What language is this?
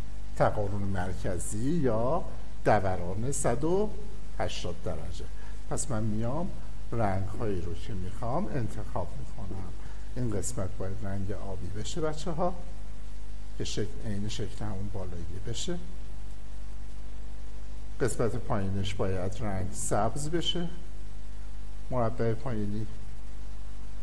Persian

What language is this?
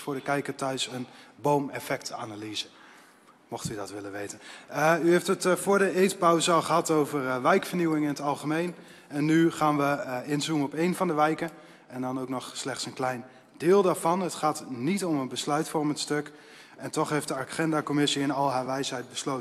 Dutch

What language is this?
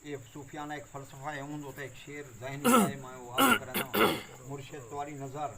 Saraiki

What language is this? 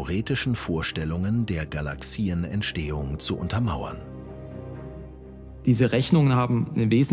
German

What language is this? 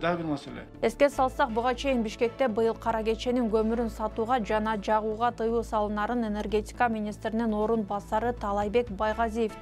Kyrgyz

